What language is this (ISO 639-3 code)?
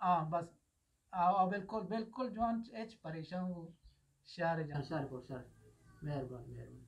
bgp